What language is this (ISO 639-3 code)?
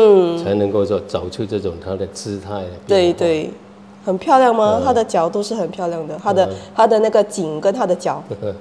zho